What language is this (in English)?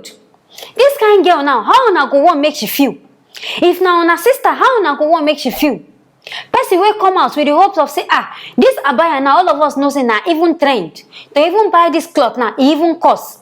Nigerian Pidgin